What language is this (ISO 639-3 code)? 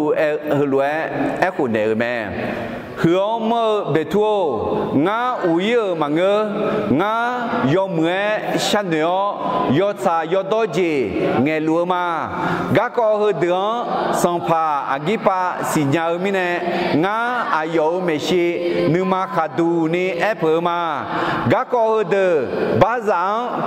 ahk